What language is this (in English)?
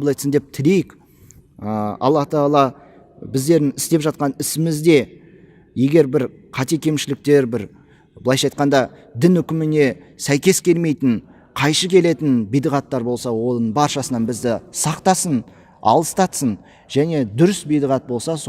Kazakh